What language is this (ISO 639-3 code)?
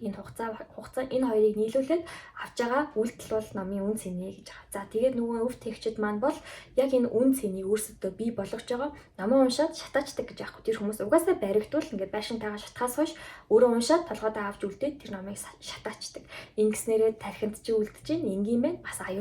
mon